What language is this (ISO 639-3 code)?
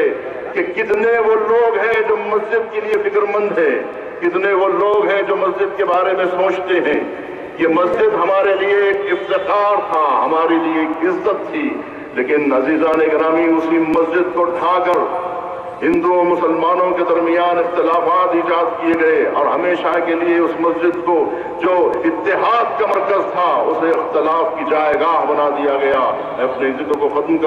urd